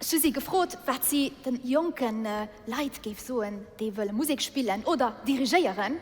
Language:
Luxembourgish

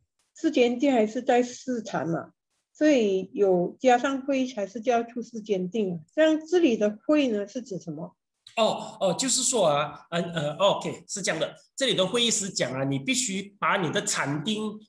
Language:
Chinese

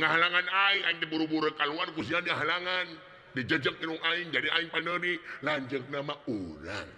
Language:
Sundanese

